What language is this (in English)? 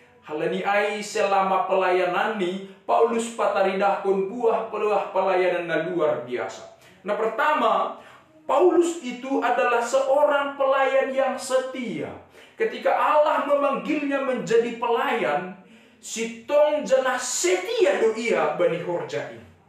Batak Simalungun